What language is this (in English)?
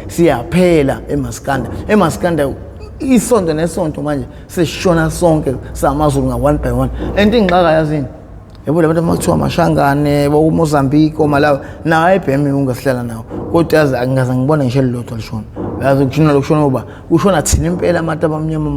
Zulu